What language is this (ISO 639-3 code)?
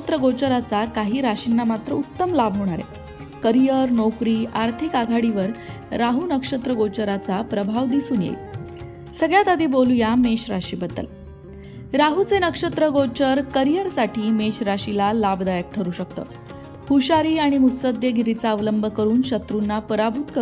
mar